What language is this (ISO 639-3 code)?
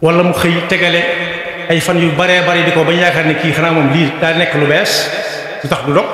wol